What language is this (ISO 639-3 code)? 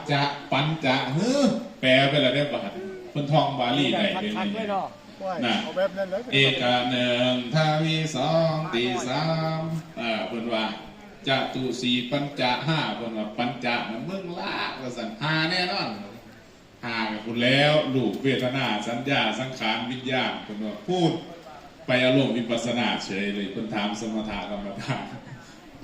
tts